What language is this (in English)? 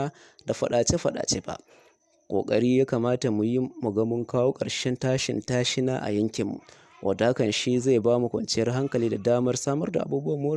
Hausa